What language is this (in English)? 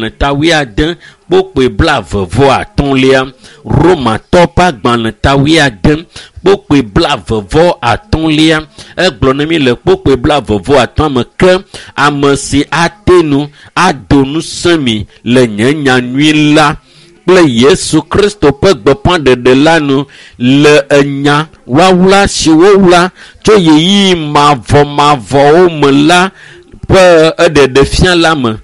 Ewe